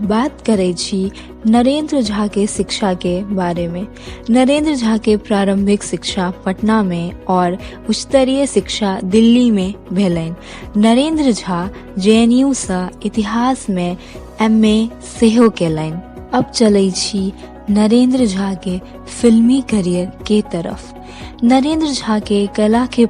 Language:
Maithili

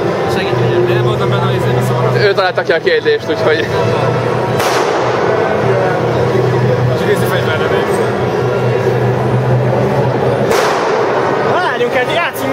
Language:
Hungarian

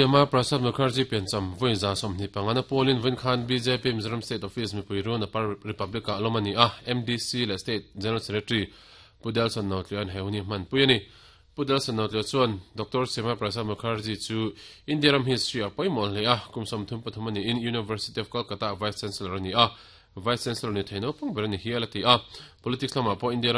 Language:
Mizo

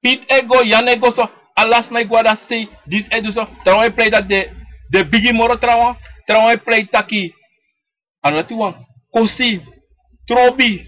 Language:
Sranan Tongo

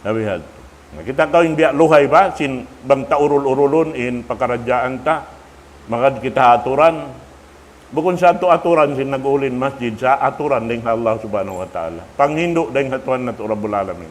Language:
Tausug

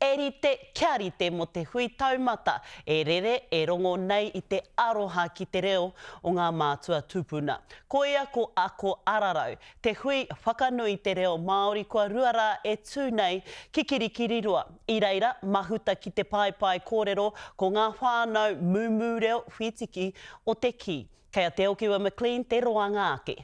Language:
Māori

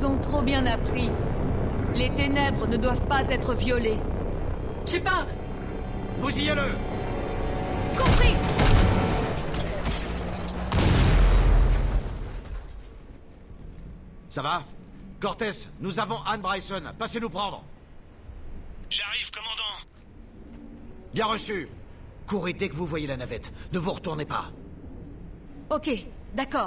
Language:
French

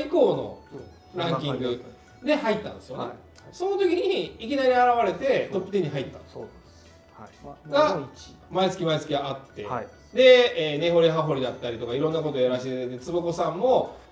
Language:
Japanese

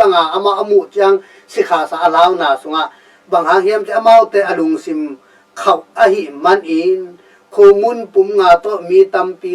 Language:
Tedim Chin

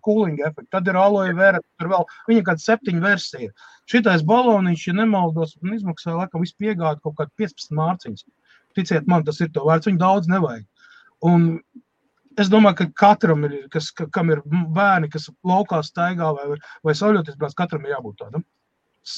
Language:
Latvian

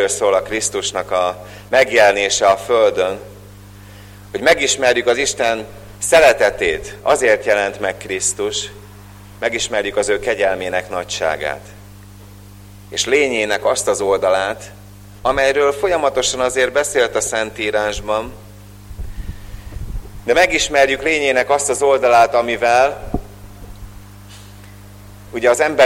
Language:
Hungarian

